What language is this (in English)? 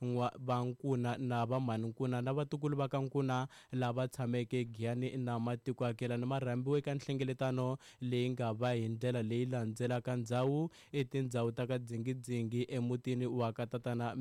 Tsonga